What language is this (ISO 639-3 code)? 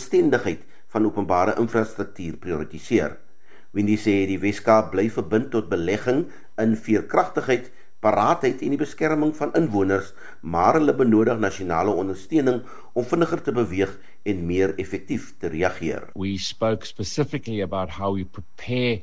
afr